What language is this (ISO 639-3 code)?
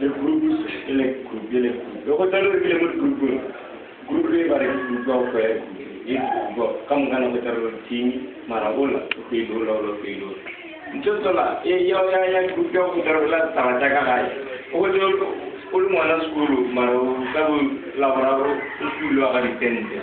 nso